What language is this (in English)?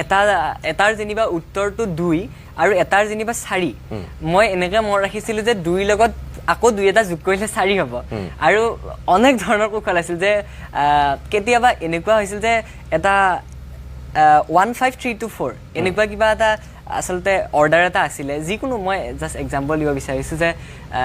Assamese